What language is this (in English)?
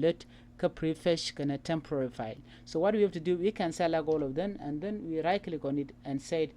Nuer